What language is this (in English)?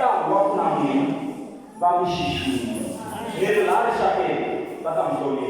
Tsonga